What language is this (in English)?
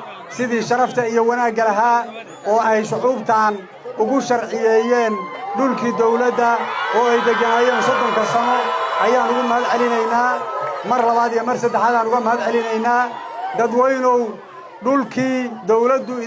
Somali